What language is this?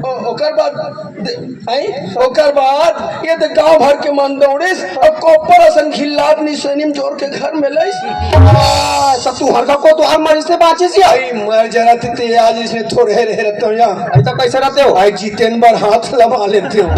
Chhattisgarhi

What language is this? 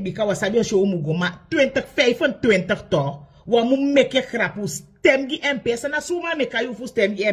Sranan Tongo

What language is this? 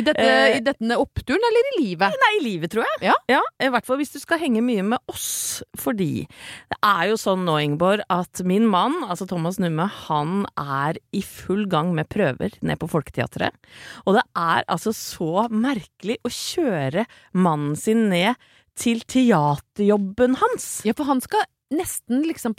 Norwegian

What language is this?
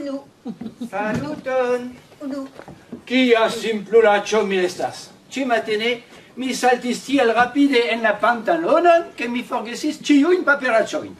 Esperanto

